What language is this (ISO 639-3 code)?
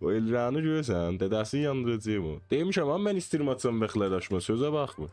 azb